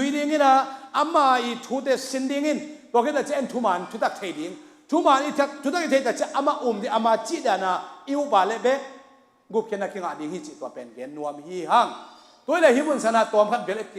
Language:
Hakha Chin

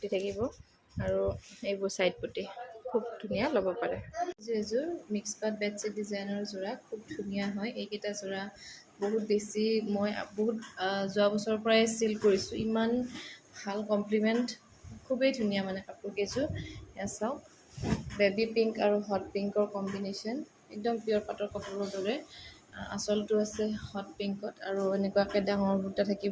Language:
Assamese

